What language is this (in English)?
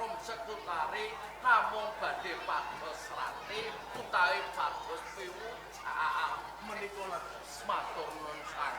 Javanese